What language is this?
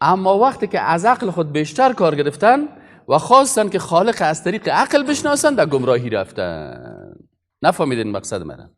Persian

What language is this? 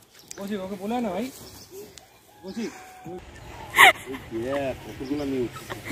Bangla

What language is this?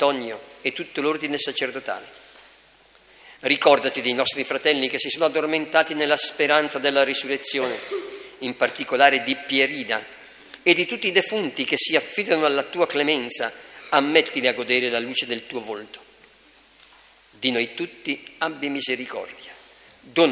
Italian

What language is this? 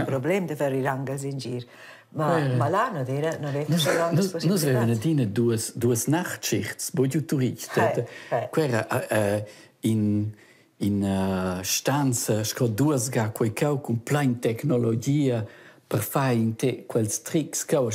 Romansh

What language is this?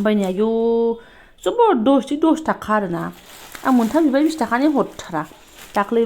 Bodo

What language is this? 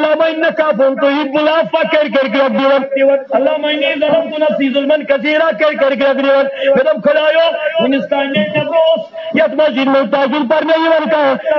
Kashmiri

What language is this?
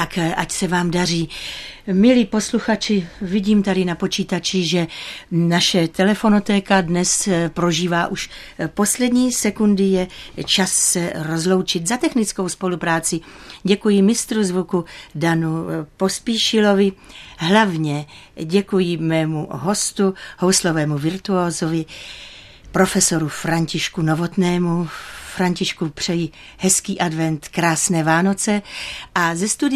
Czech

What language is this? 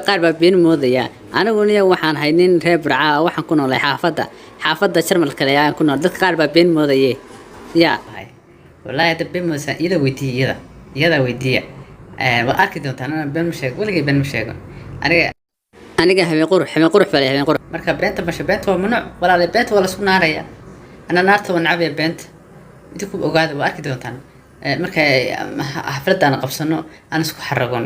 Somali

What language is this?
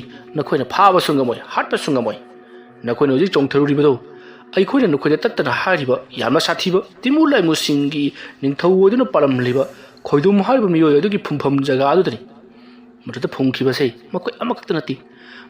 Manipuri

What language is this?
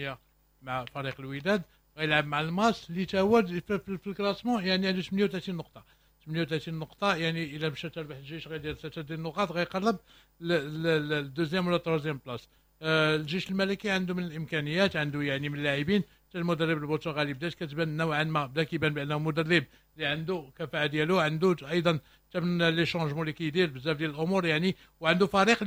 Moroccan Arabic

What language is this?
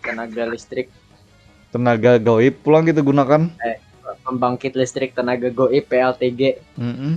Banjar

